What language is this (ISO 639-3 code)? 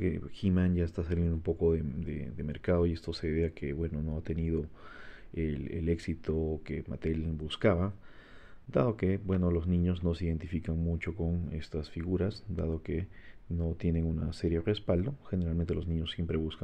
spa